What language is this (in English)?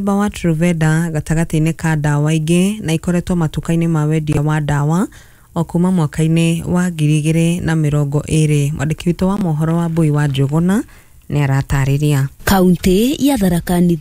Kikuyu